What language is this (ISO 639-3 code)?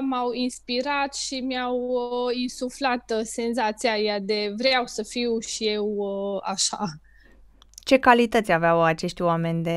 ron